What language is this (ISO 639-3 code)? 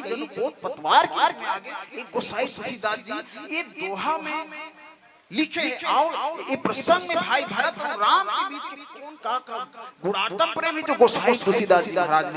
hne